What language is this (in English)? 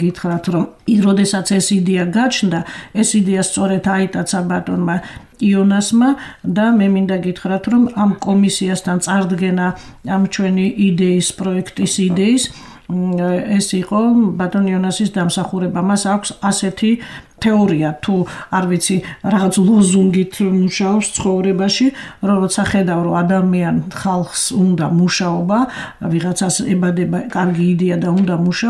Georgian